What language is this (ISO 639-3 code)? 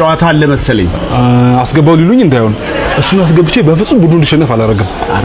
amh